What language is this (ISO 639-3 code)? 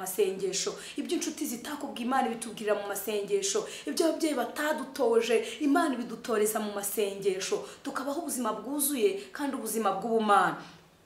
kin